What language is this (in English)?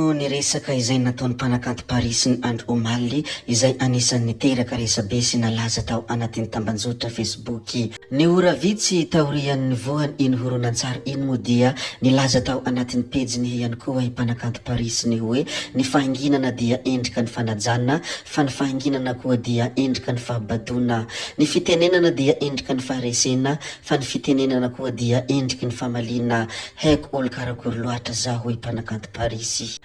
Malagasy